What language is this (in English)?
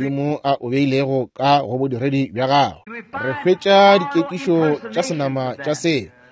Northern Sotho